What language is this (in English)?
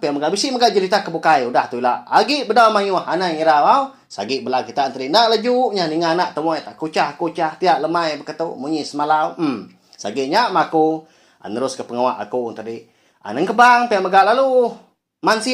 Iban